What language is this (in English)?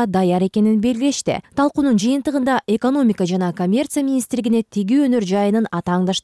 Kyrgyz